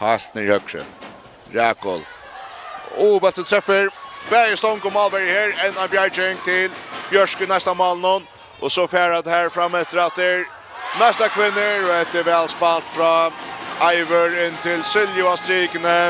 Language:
Faroese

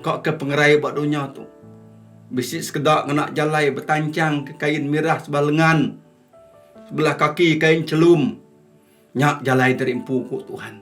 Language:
Iban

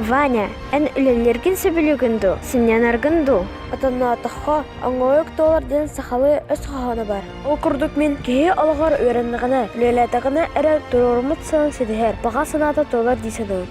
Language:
Yakut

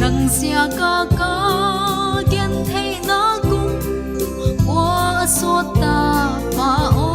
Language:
Paite Chin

